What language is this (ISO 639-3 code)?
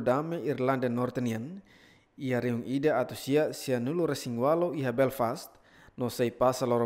tet